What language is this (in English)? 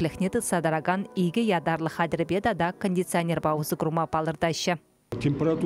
Chuvash